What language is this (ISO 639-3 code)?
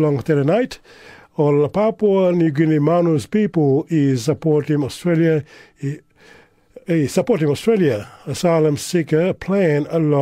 tpi